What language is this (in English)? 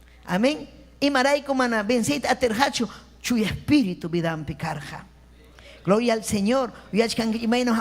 Ayacucho Quechua